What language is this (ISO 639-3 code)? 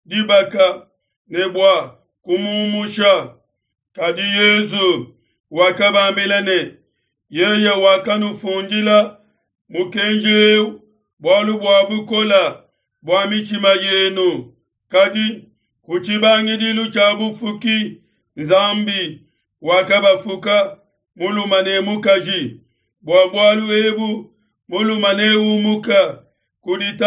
lua